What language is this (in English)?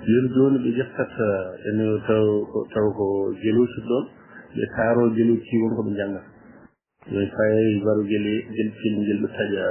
Fula